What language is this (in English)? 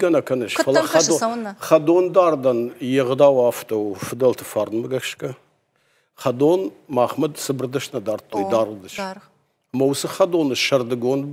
Ossetic